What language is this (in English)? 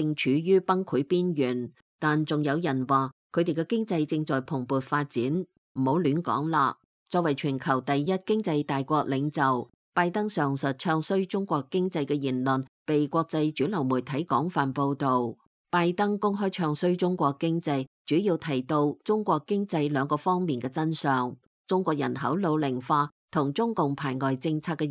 Cantonese